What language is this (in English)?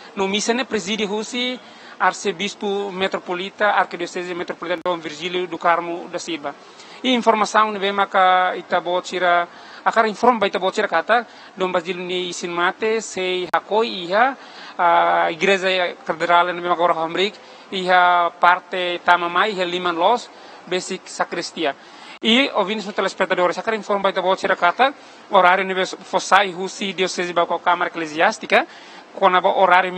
Tetum